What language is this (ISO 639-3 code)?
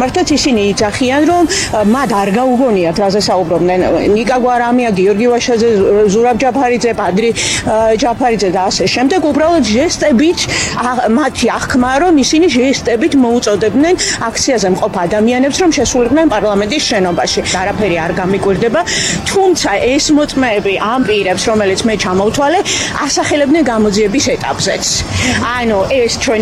kat